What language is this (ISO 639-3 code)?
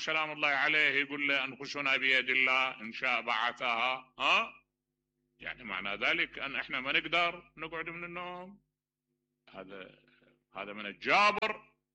acm